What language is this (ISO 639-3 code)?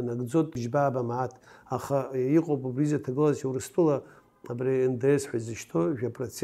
abk